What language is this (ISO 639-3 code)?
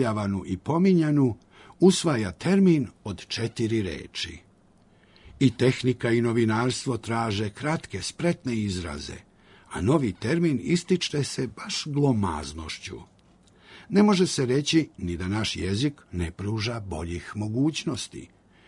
srp